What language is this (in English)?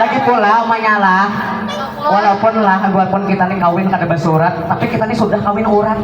Banjar